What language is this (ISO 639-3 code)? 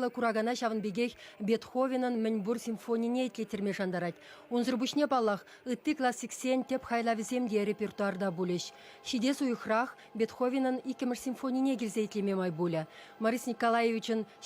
chv